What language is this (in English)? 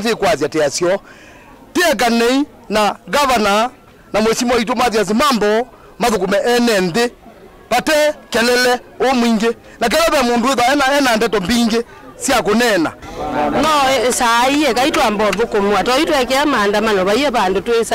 Kamba